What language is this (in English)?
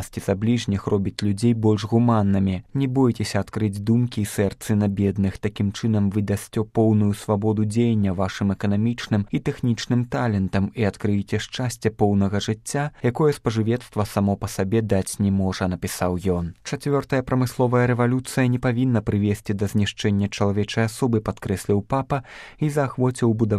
Belarusian